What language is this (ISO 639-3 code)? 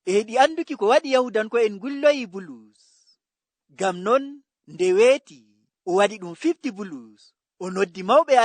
fuv